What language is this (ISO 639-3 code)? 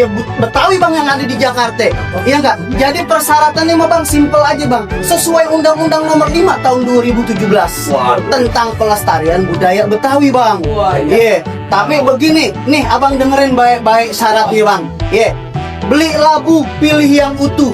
bew